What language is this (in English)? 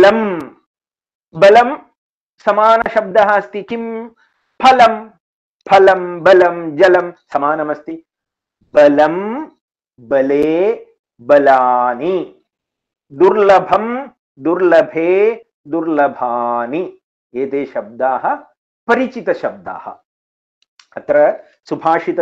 Sanskrit